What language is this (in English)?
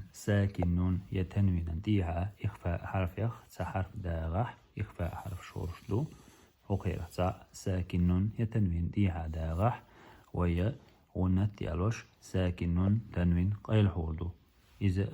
Chechen